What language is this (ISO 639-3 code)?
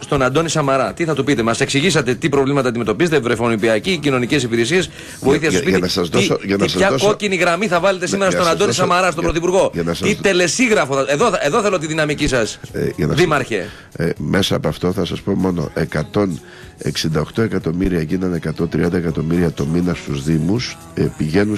ell